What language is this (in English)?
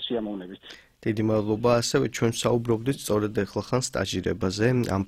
Georgian